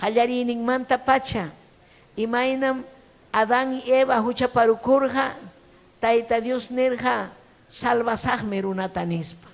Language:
Ayacucho Quechua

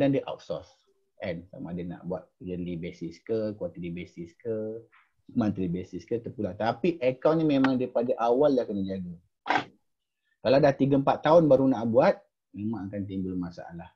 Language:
Malay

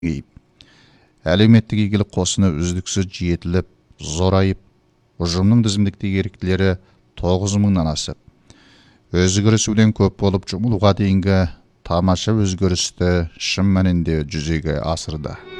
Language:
Kazakh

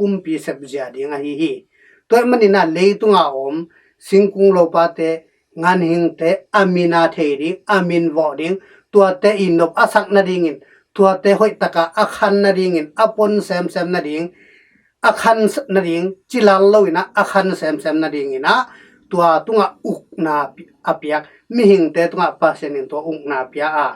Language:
Tedim Chin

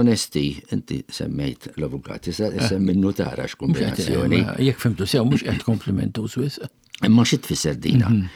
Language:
Maltese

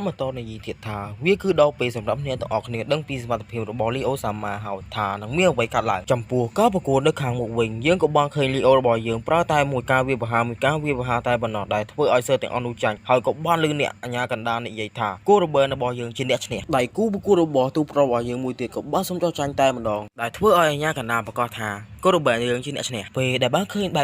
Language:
Khmer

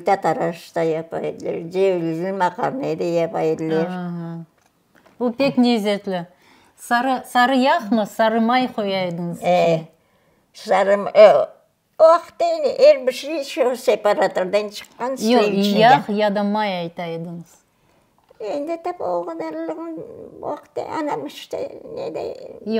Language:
Crimean Tatar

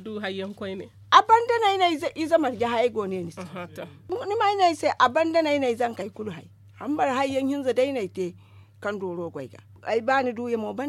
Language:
Zarma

